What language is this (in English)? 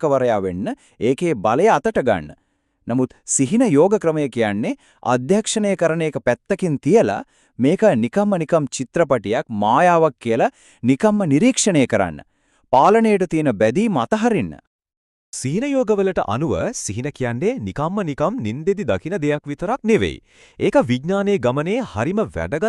Sinhala